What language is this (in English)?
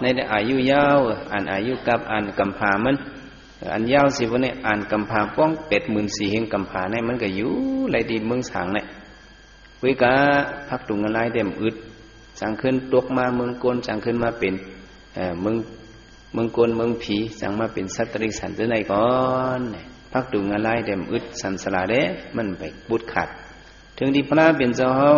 Shan